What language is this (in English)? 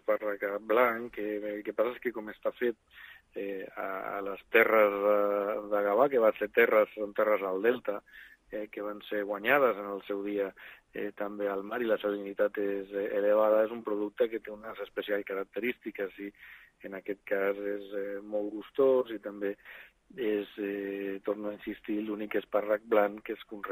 Catalan